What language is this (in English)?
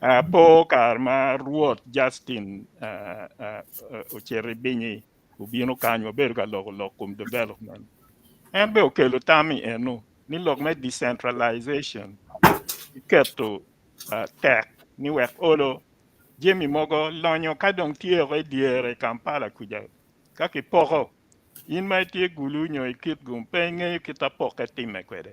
Acoli